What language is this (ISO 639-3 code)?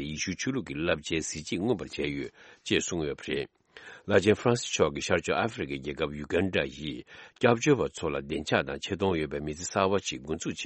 bod